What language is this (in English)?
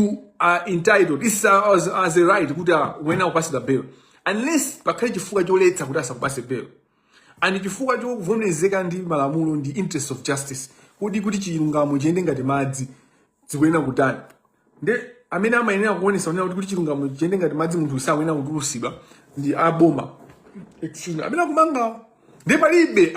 Nyanja